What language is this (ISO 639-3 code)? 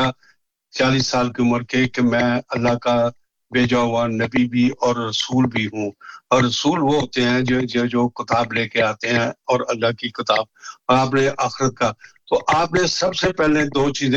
urd